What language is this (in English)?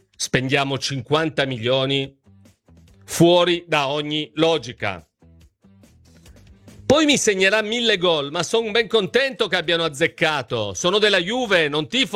Italian